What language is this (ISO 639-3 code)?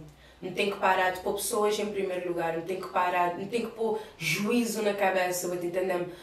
kea